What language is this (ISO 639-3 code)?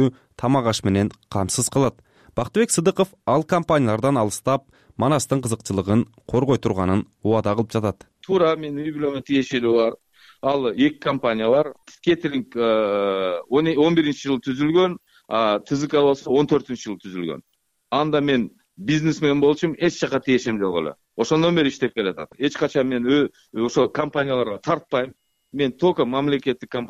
kir